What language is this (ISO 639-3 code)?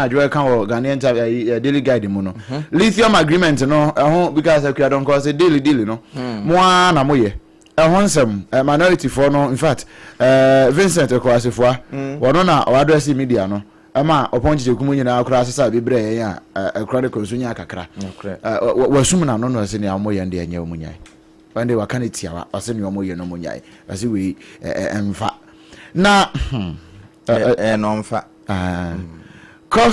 aka